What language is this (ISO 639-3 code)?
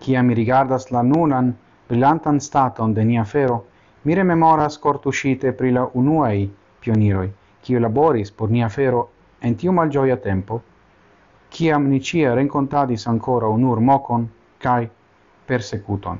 epo